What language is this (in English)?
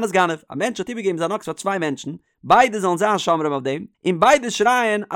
Yiddish